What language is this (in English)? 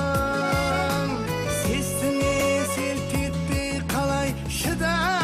Kara-Kalpak